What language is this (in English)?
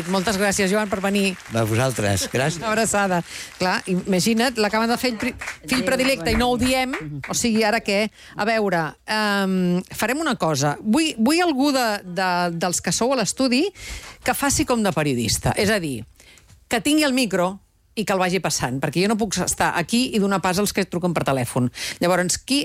Catalan